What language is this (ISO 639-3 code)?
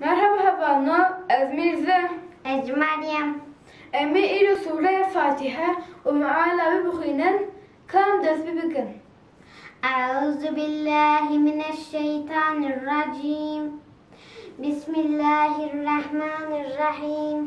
kur